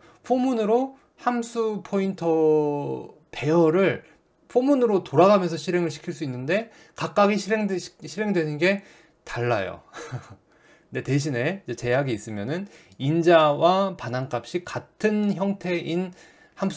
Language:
Korean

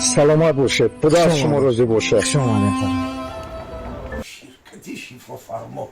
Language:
Tajik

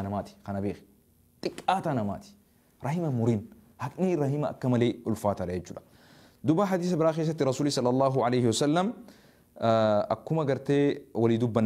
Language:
Oromo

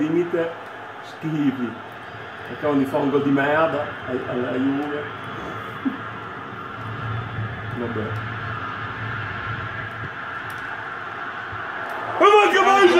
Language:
Italian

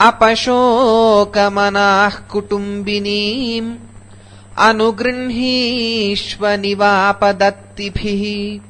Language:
Sanskrit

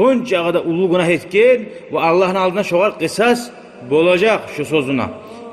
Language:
Kumyk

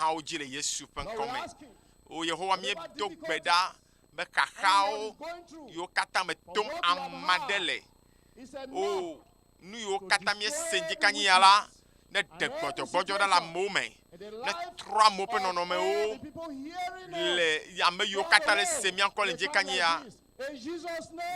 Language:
Ewe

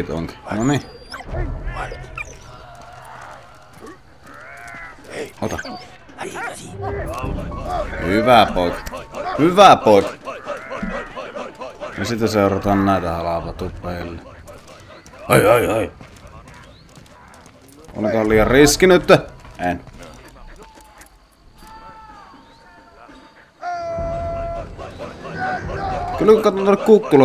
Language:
Finnish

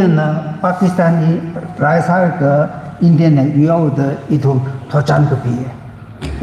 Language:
Tangkhul Naga (India)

